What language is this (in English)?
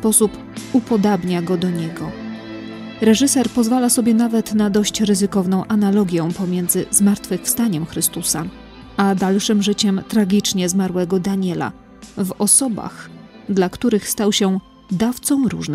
Polish